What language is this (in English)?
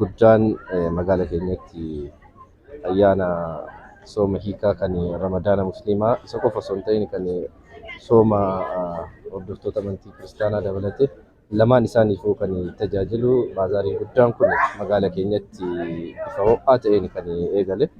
Oromo